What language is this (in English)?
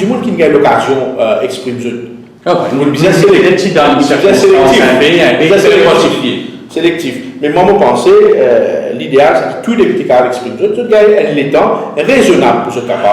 Morisyen